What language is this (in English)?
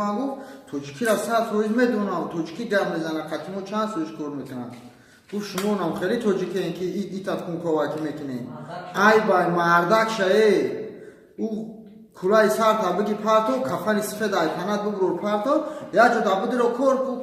Tajik